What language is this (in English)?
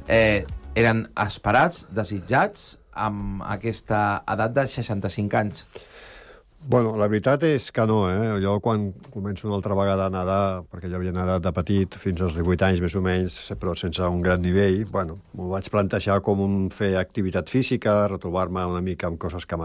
Catalan